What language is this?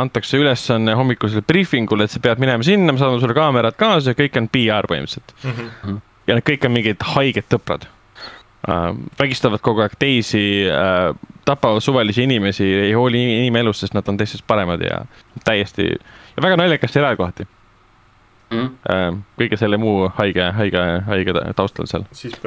Estonian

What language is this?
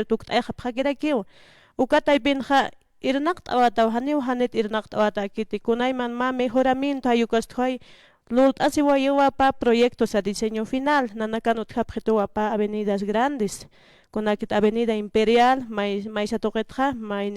Aymara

